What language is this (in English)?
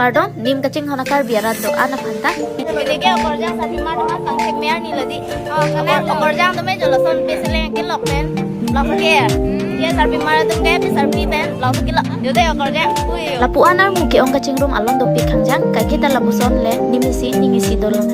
Karbi